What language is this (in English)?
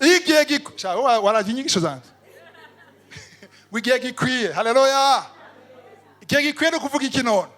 Rundi